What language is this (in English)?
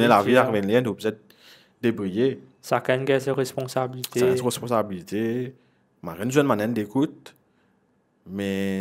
Morisyen